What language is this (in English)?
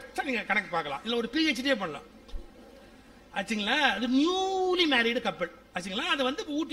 Tamil